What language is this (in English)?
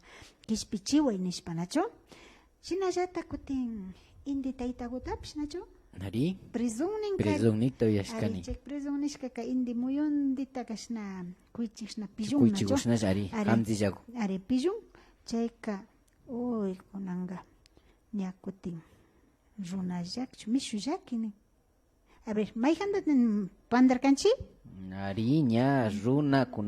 Imbabura Highland Quichua